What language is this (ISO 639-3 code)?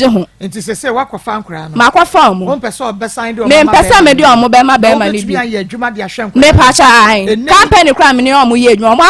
aka